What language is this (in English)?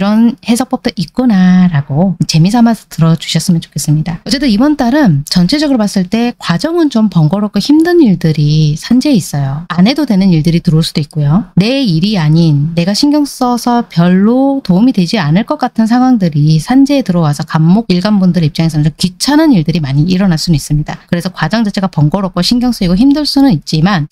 Korean